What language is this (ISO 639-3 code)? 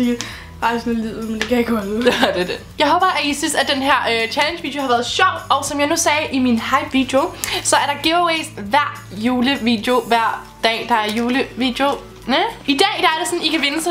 dan